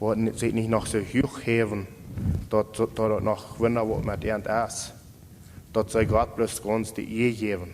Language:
Plautdietsch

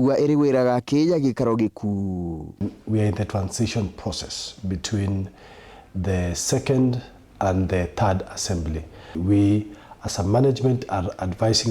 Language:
Meru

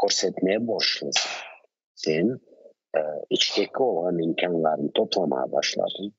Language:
Crimean Tatar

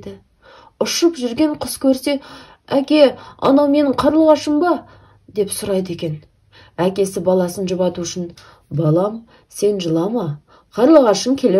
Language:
Kazakh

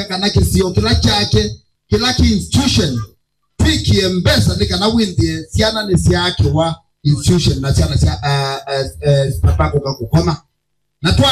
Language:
Kamba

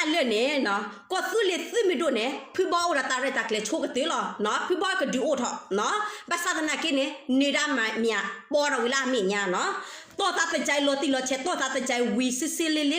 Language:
S'gaw Karen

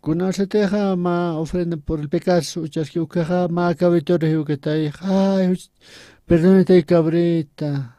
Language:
Aymara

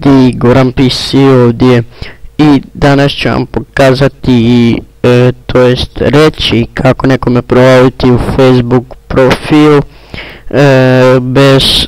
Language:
Croatian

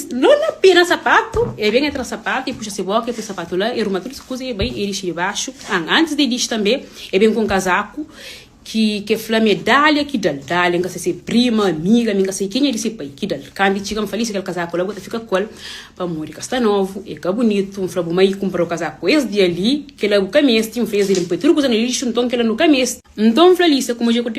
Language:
Kabuverdianu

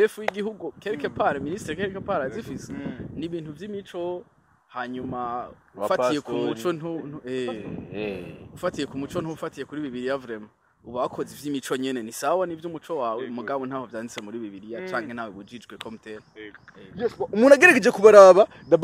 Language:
Rundi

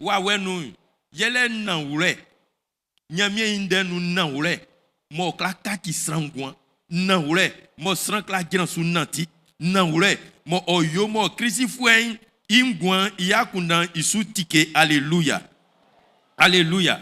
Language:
Baoulé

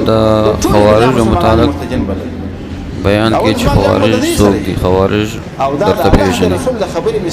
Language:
Pashto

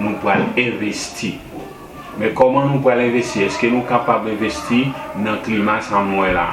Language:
Haitian Creole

